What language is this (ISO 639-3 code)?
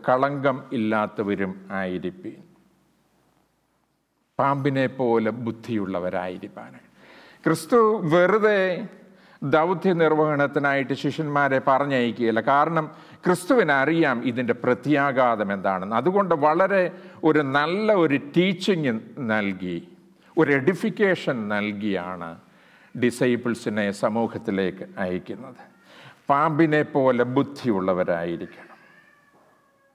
mal